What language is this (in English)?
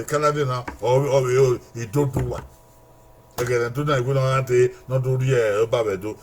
Bini